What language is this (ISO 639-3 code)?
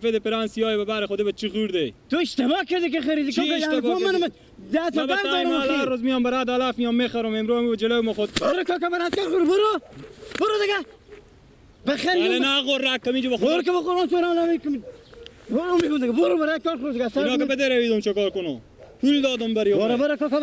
fas